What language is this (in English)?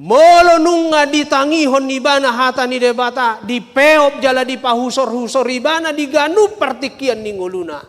Batak Toba